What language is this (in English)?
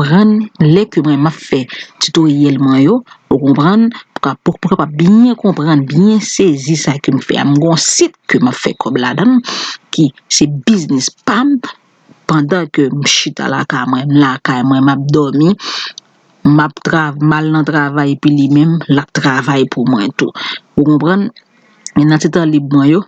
Haitian Creole